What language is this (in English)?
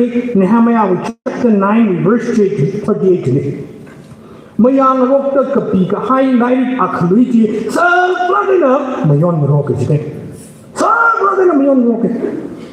Tangkhul Naga (India)